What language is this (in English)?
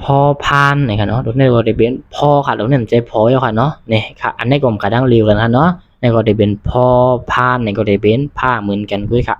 Shan